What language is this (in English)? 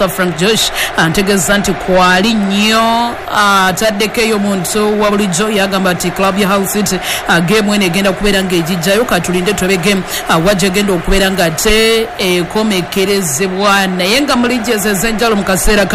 Ganda